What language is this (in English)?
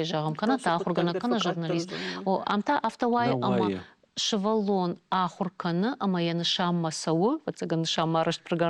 Ossetic